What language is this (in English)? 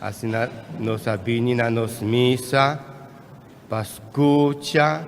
Papiamento